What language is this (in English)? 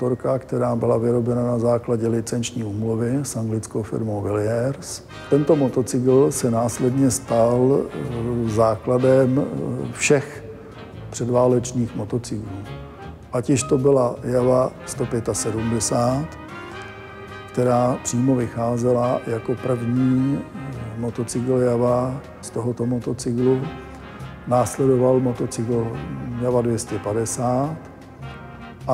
Czech